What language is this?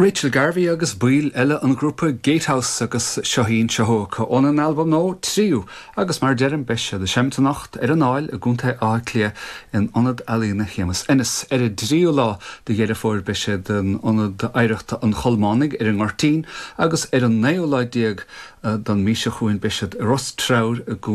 Irish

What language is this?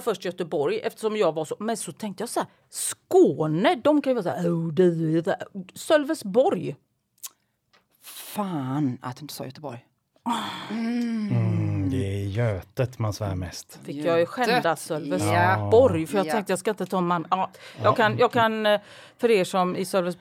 Swedish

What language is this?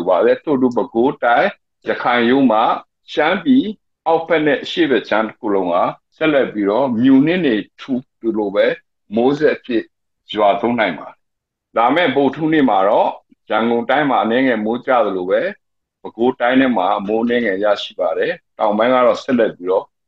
Burmese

